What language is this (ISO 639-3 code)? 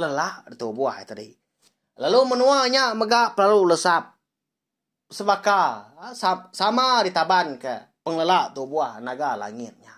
iba